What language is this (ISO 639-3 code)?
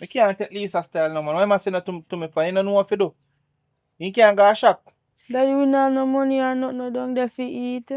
jam